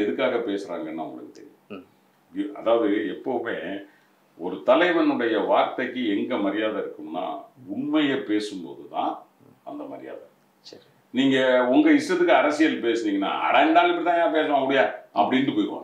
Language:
Tamil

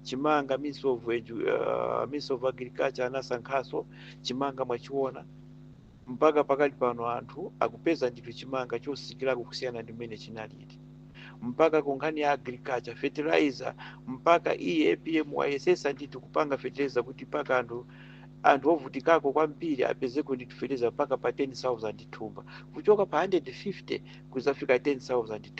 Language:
Nyanja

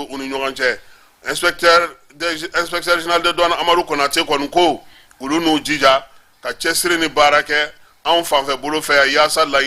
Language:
Bambara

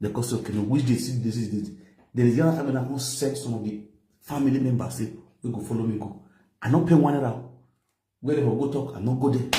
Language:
Nigerian Pidgin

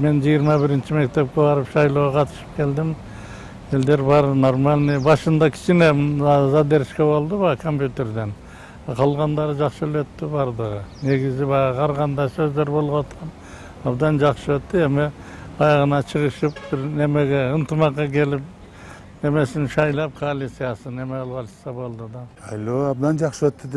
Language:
Kyrgyz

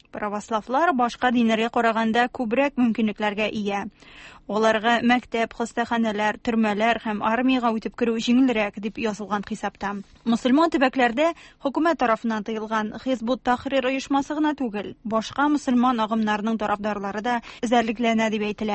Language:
Tatar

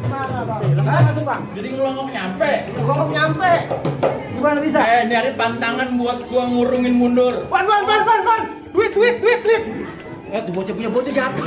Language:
Betawi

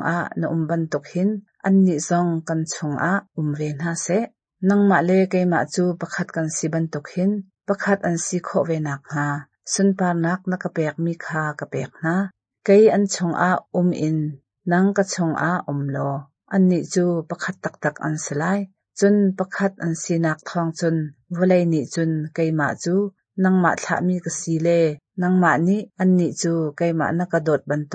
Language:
Hakha Chin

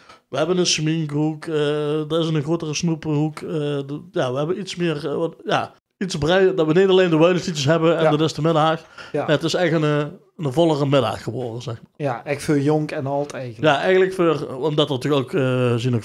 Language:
Limburgish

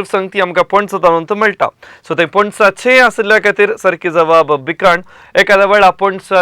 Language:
Konkani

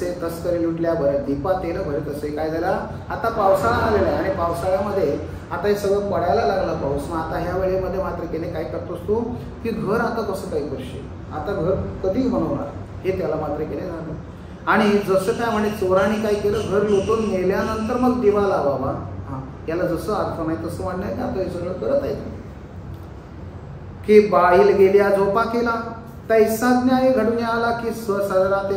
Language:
Marathi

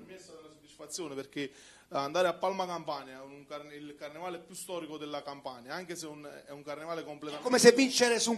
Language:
Italian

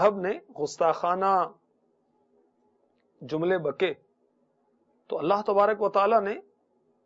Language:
Urdu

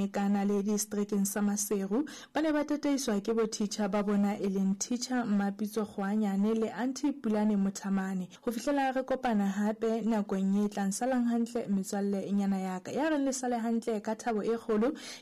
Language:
Southern Sotho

